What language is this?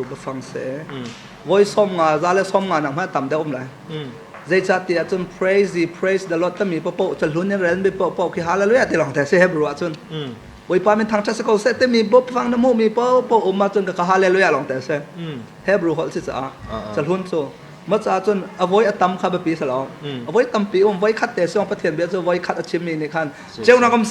Hakha Chin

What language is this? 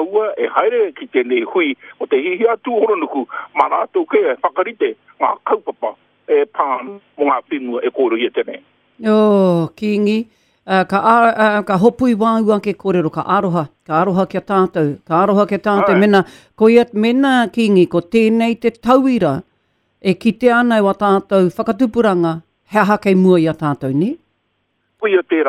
Māori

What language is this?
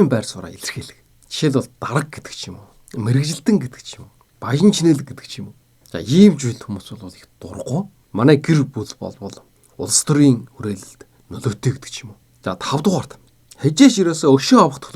Mongolian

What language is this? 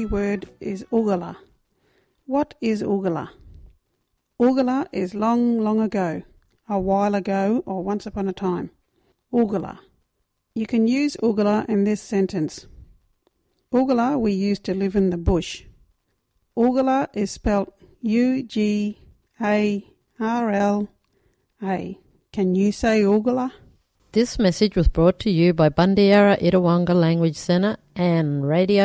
English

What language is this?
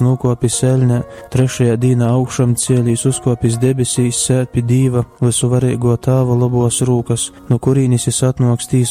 Latgalian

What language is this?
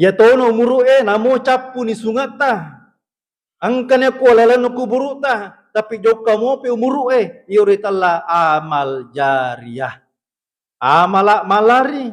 Buginese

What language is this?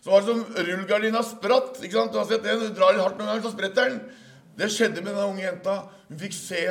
Norwegian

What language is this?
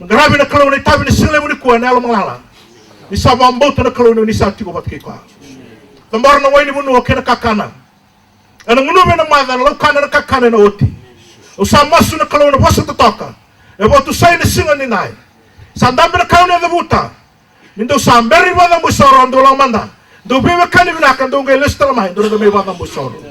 Fijian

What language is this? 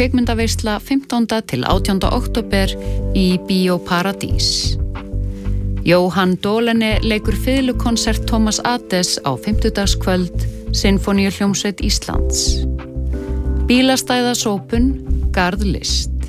Icelandic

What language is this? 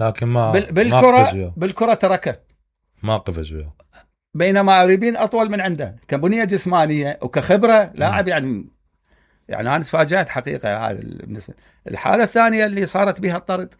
Mesopotamian Arabic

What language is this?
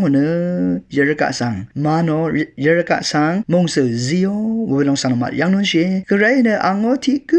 Rawang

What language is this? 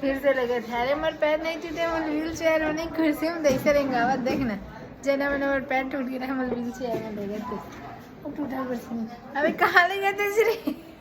Chhattisgarhi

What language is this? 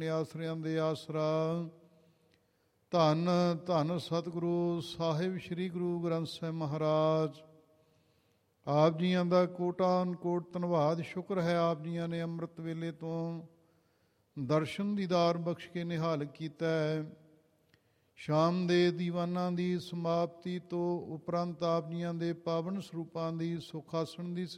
Punjabi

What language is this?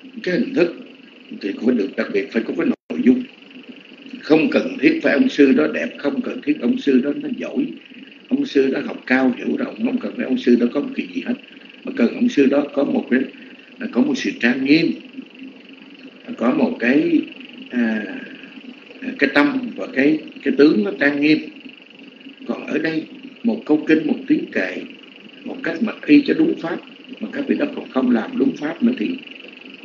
Vietnamese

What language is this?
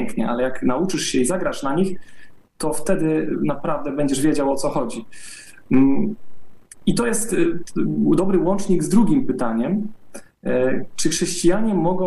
Polish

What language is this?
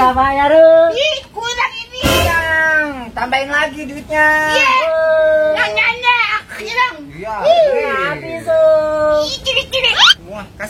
Betawi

